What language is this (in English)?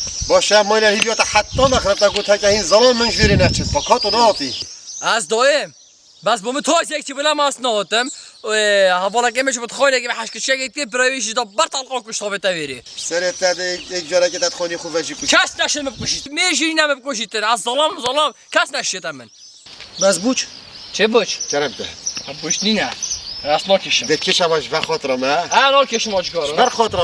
Kurdish